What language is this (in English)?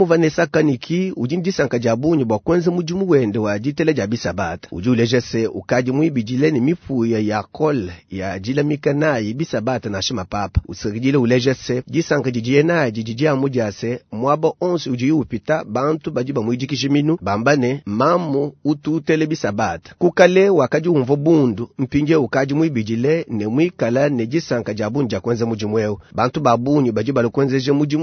Luba-Lulua